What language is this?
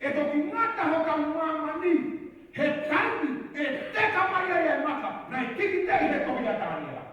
Tongan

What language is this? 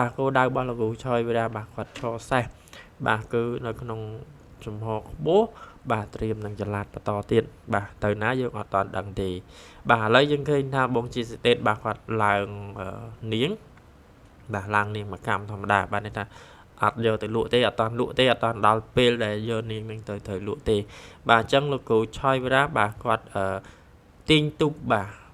Khmer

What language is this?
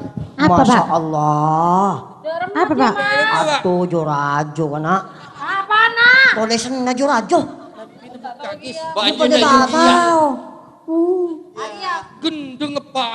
Madurese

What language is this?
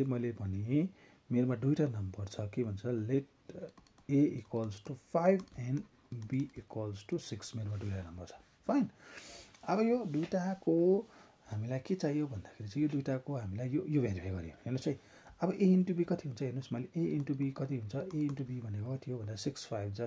Nepali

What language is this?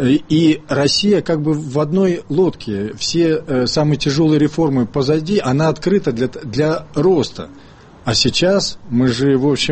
Russian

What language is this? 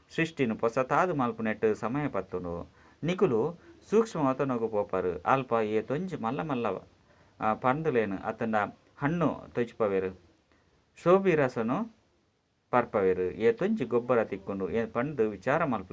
Tulu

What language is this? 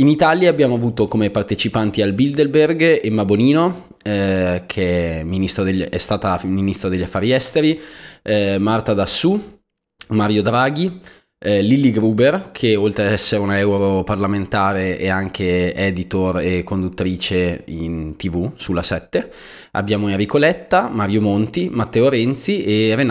Italian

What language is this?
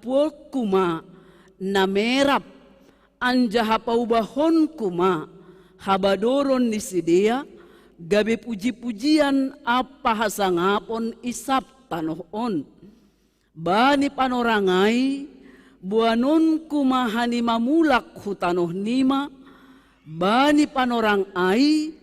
Batak Simalungun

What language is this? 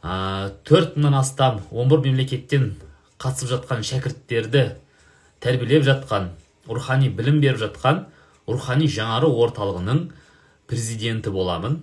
Kazakh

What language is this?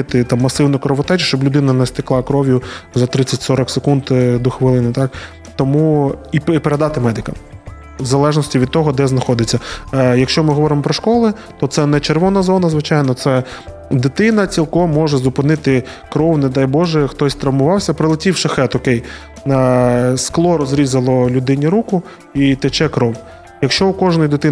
Ukrainian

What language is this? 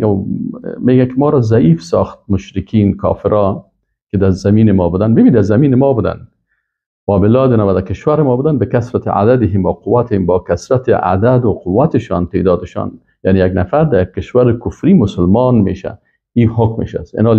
Persian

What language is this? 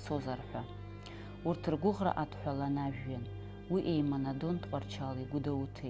Abkhazian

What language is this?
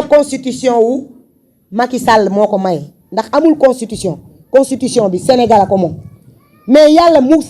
Wolof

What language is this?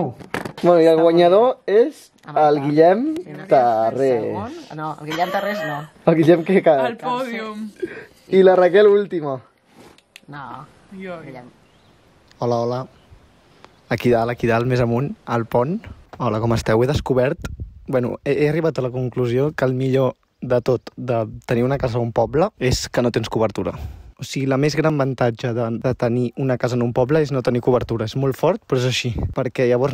Catalan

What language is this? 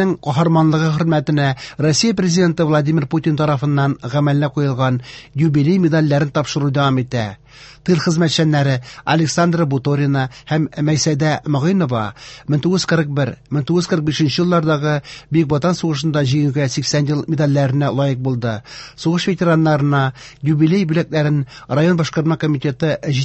Tatar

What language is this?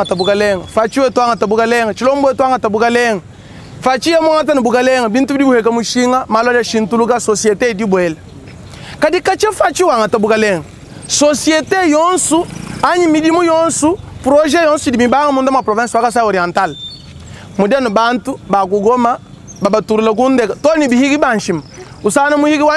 Luba-Lulua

